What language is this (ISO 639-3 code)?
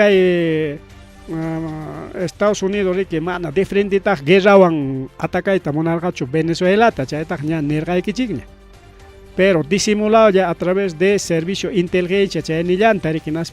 quy